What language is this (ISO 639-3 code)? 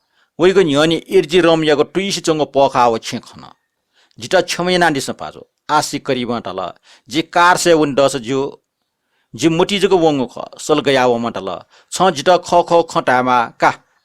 new